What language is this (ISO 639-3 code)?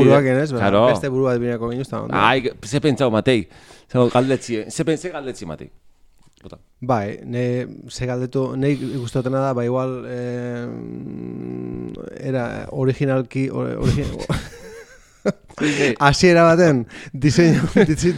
eus